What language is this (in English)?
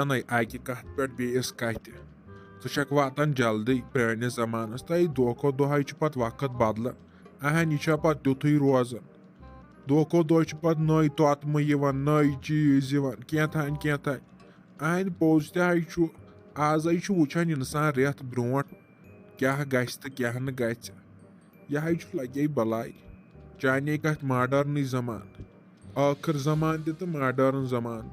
Kashmiri